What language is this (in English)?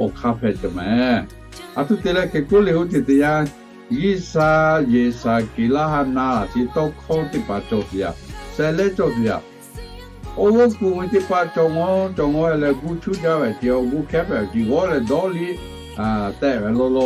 Lahu